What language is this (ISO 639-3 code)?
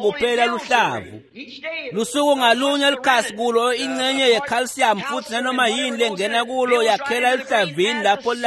ssw